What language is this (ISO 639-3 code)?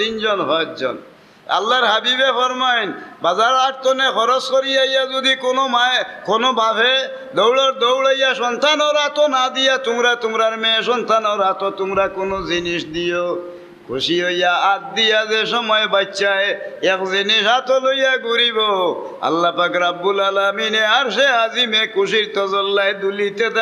syl